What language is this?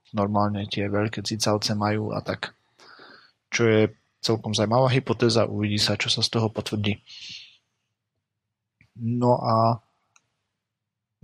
Slovak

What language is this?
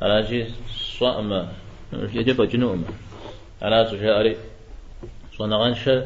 Kabardian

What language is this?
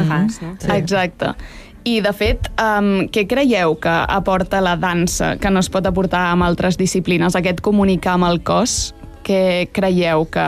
Catalan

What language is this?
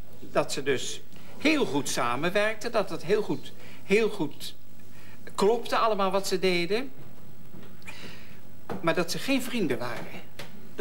Dutch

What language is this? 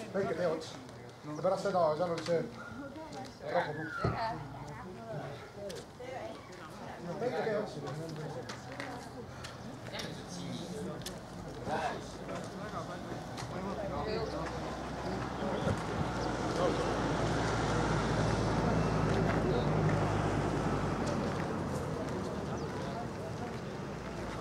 Estonian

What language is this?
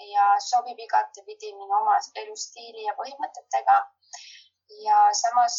Estonian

